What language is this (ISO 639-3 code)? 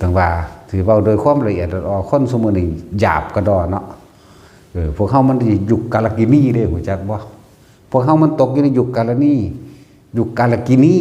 tts